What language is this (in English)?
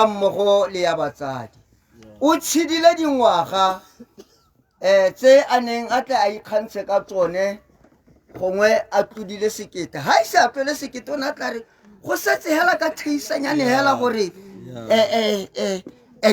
Tswana